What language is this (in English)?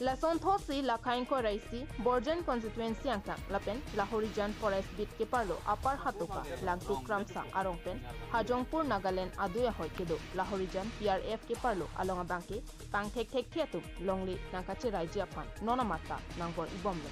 Karbi